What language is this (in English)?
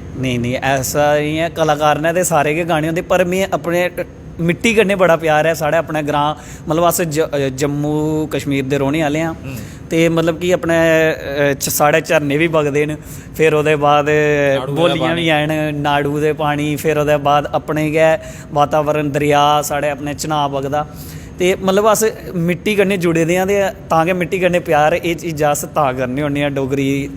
Dogri